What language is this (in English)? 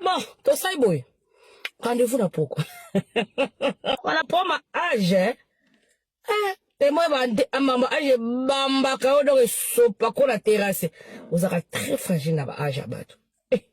Lingala